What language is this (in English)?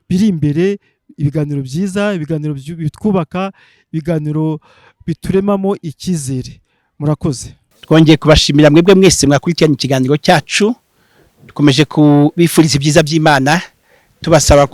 Kinyarwanda